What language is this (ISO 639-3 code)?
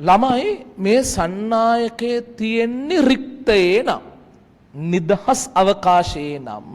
sin